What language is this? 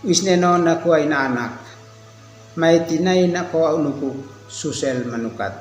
Uab Meto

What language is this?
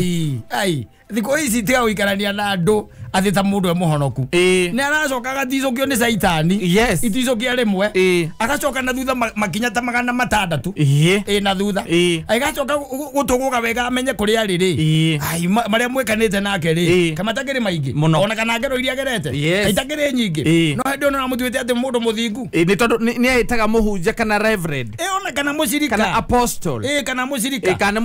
Kikuyu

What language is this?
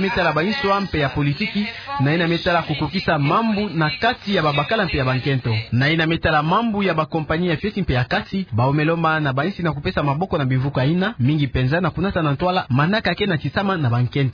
Kituba (Democratic Republic of Congo)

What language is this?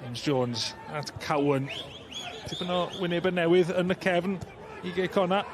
Welsh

